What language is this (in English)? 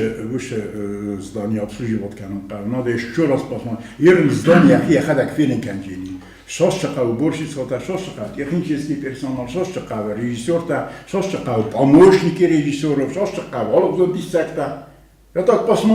Ossetic